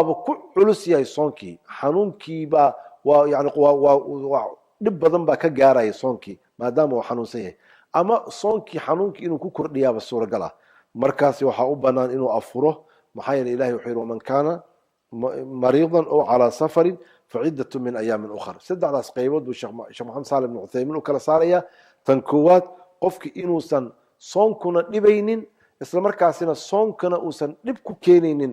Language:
Somali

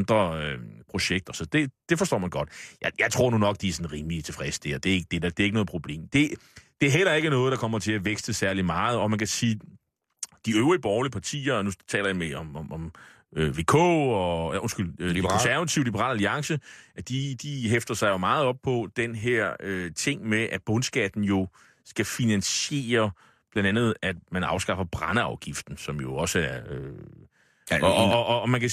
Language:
Danish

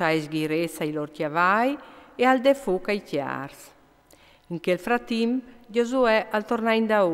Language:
Friulian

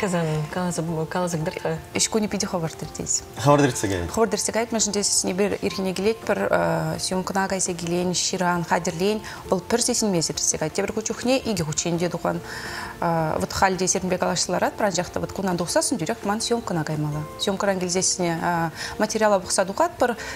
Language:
Chuvash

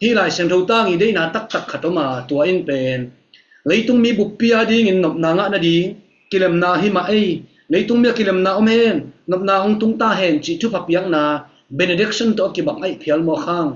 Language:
Tedim Chin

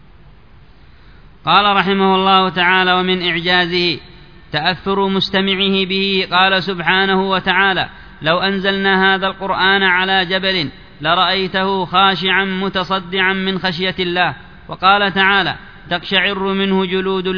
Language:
Arabic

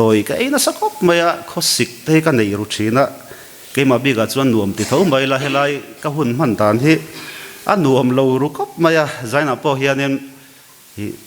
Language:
Mizo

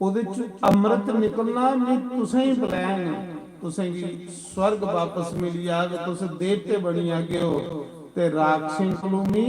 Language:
Dogri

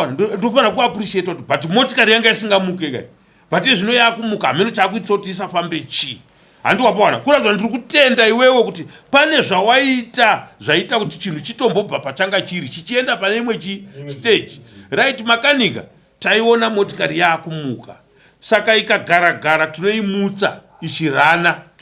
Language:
Shona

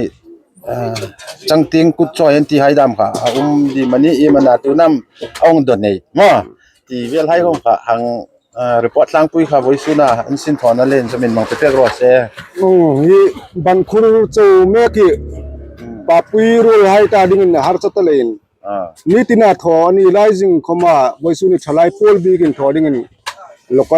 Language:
Hmar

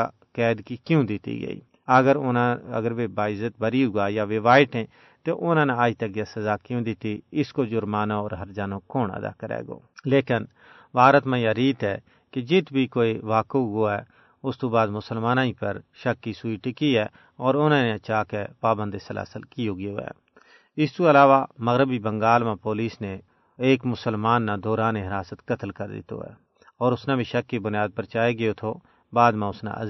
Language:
Gujari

